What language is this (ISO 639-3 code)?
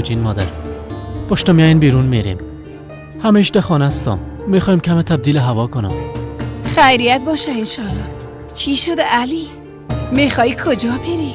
fas